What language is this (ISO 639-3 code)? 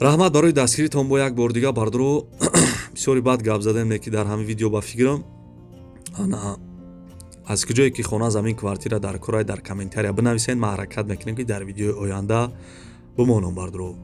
tgk